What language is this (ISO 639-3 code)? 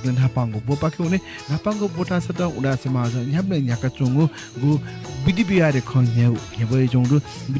new